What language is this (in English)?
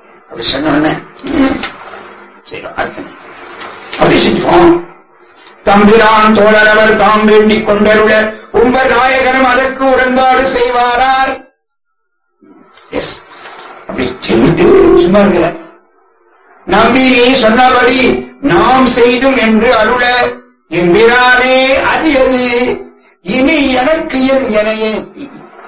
Tamil